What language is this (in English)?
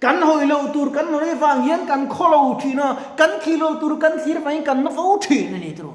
Mizo